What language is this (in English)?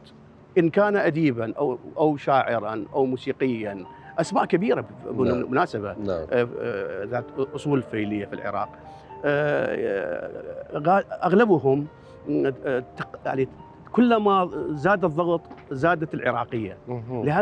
Mesopotamian Arabic